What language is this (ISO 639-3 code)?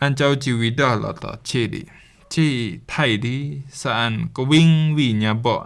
rbb